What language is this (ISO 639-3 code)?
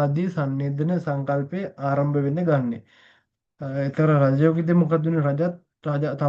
sin